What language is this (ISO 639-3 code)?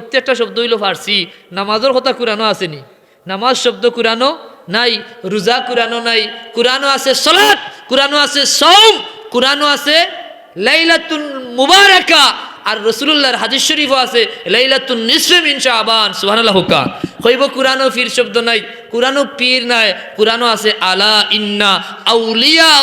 syl